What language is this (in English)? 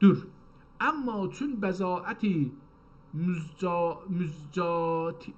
South Azerbaijani